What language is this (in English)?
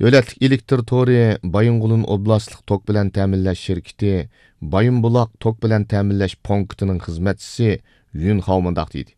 Uyghur